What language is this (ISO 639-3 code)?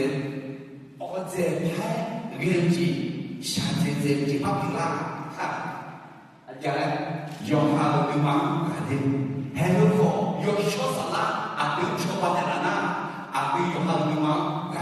ahk